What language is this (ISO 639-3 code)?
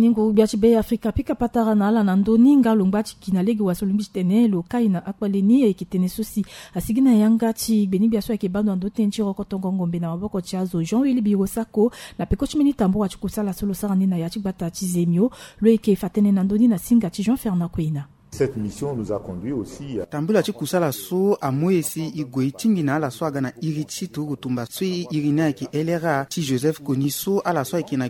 sag